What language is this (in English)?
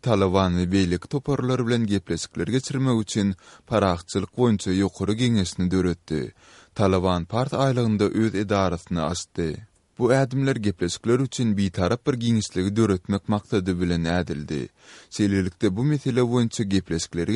Turkmen